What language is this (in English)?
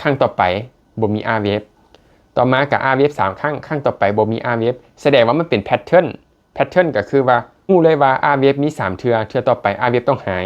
Lao